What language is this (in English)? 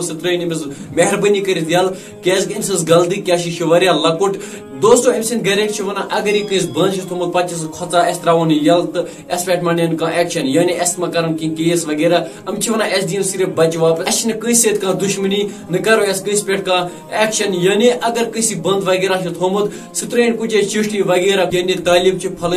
Kashmiri